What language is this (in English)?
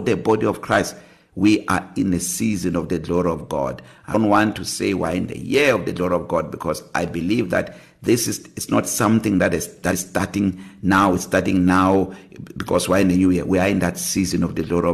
English